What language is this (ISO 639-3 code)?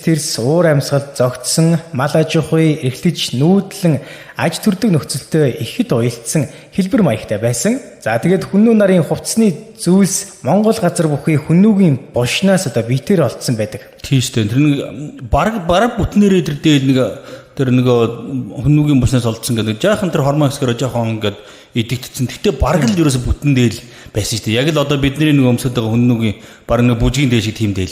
mon